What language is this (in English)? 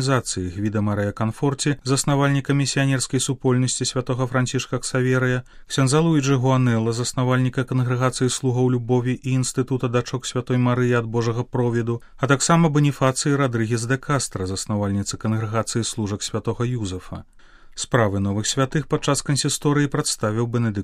Belarusian